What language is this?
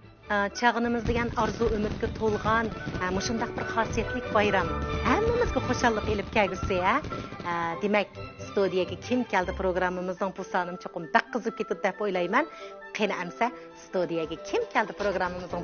Uyghur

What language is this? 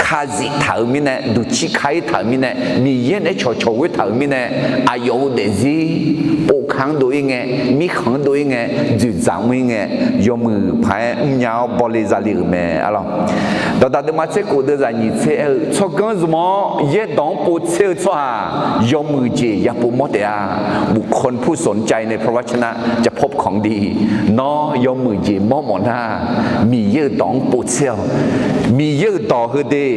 Akha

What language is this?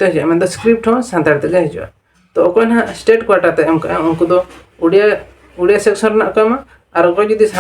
Santali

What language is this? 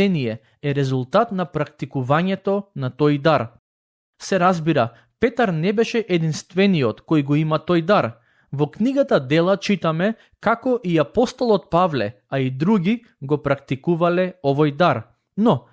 Macedonian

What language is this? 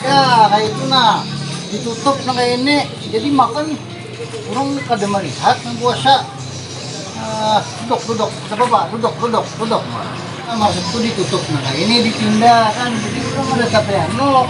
Banjar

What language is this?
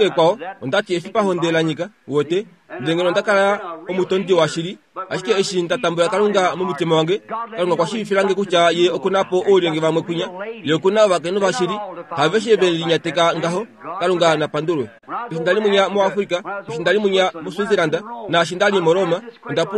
Kuanyama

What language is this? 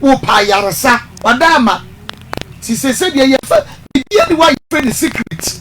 Akan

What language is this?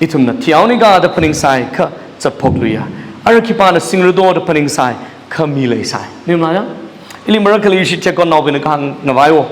Tangkhul Naga (India)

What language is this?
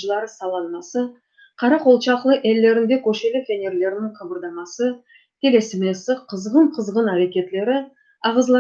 Crimean Tatar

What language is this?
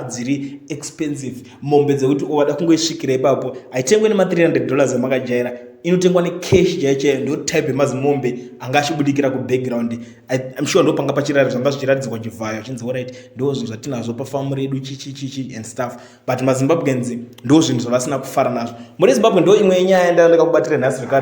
Shona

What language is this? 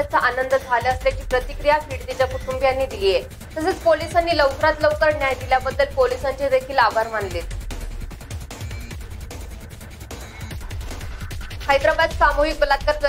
Marathi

